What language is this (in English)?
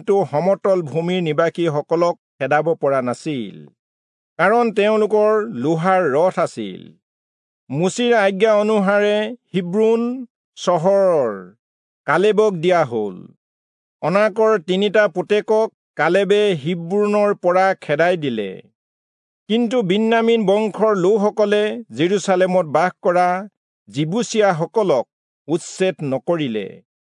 Assamese